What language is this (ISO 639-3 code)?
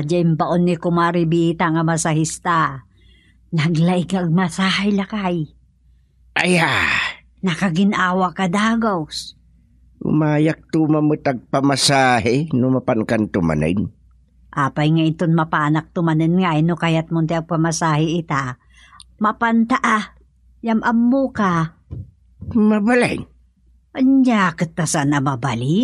ilo